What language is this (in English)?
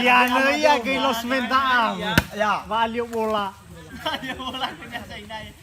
Nias